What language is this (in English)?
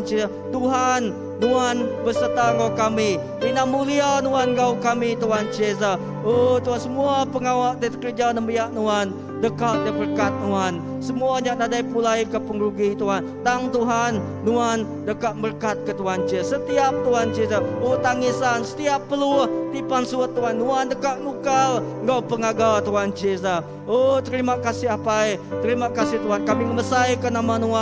Iban